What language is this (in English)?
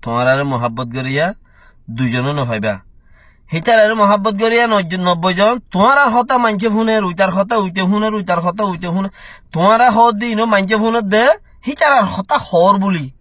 Rohingya